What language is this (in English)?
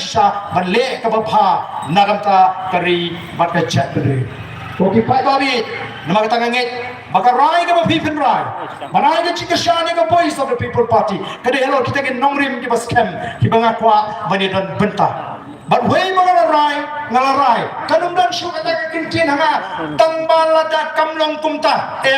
Khasi